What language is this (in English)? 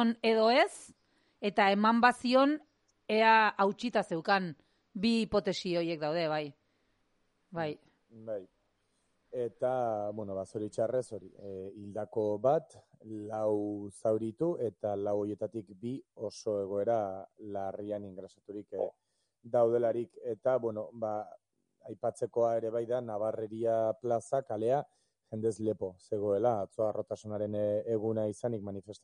Basque